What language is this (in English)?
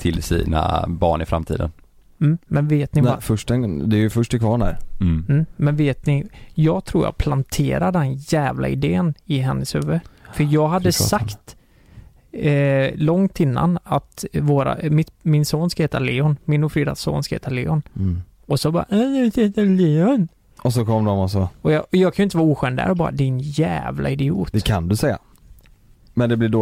Swedish